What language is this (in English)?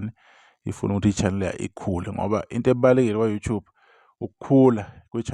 Zulu